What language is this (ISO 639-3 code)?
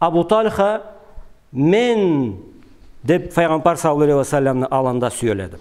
krc